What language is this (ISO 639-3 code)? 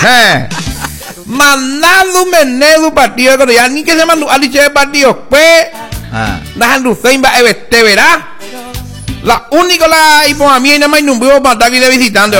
grn